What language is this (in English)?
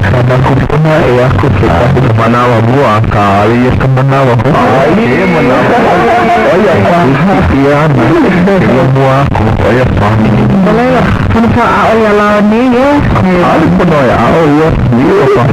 Hawaiian